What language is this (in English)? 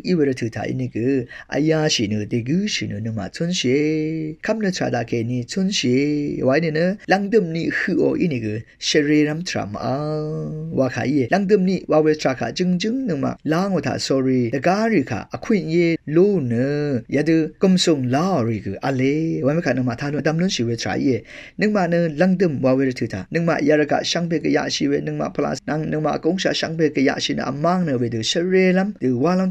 Rawang